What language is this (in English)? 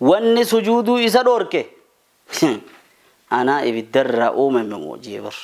Oromo